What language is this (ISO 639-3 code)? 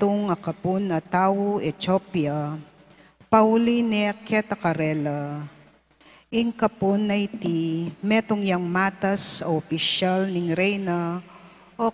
pam